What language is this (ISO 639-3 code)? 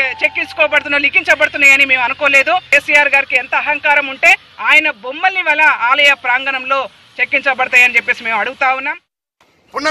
tel